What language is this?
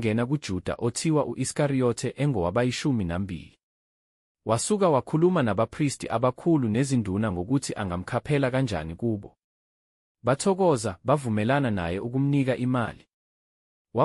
Zulu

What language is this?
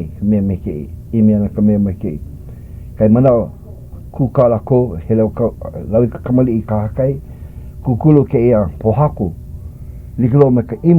Hawaiian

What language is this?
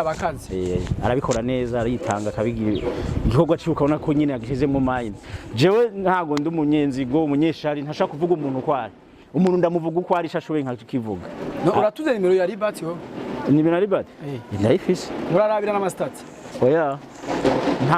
Rundi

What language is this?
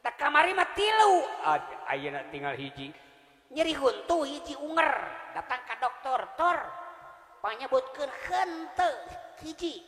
Sundanese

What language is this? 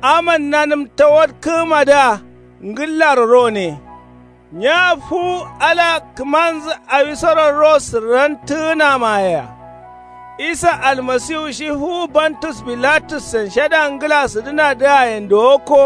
Kanuri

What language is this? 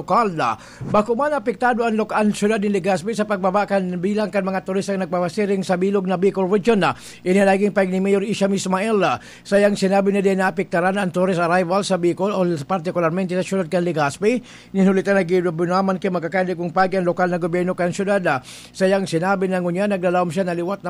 Bikol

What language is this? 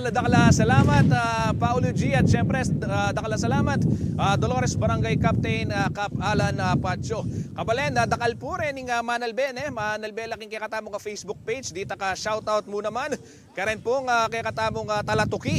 Pampanga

